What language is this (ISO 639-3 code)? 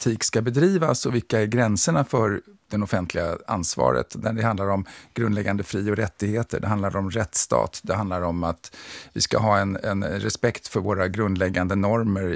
swe